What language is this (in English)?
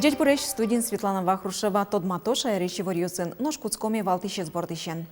Udmurt